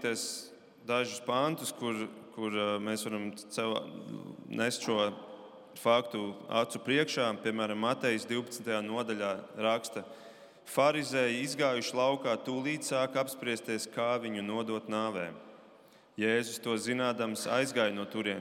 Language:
Latvian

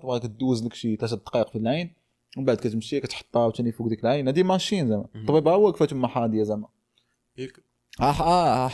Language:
Moroccan Arabic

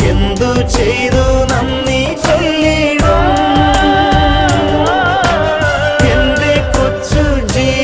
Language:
Malayalam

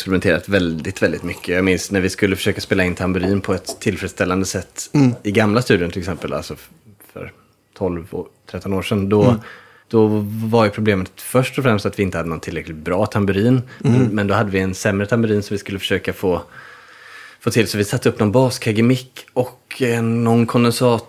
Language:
Swedish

